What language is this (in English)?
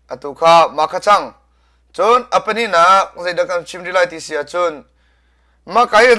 Hakha Chin